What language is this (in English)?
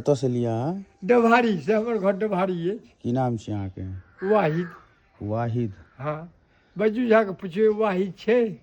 Maithili